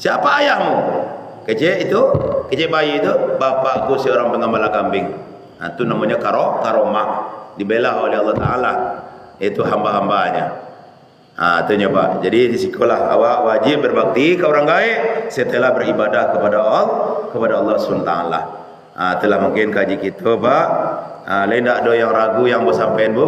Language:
Minangkabau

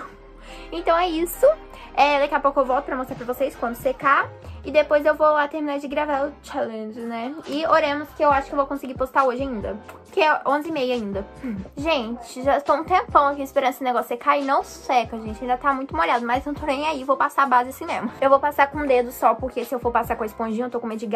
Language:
Portuguese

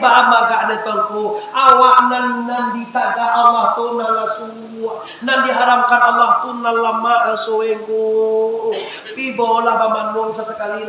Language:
Minangkabau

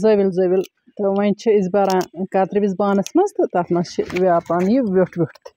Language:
Kashmiri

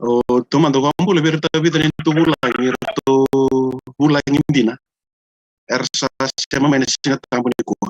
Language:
Fijian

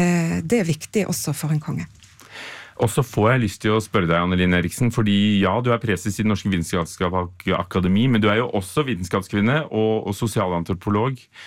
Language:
Norwegian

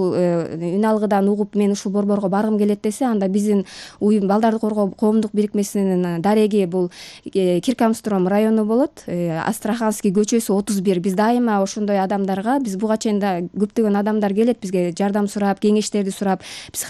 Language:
Kyrgyz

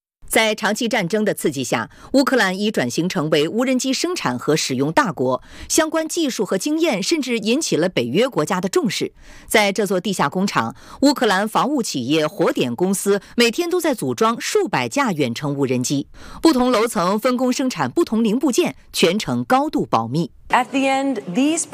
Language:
Chinese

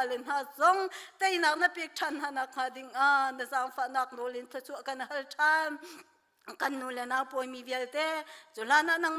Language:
Hakha Chin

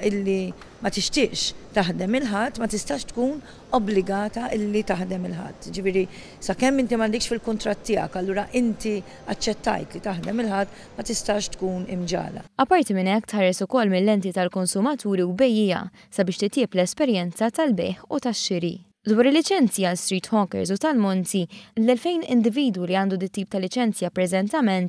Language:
Maltese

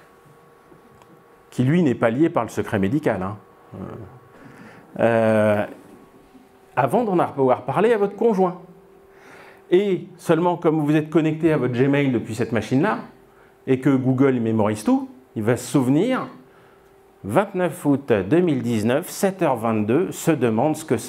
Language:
French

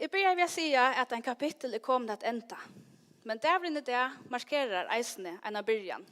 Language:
Faroese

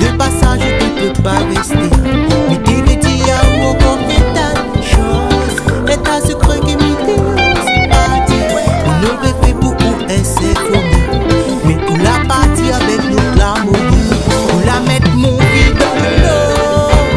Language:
Réunion Creole French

